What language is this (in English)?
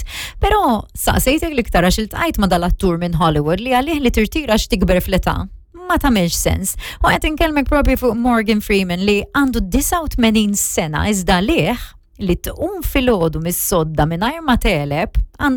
Maltese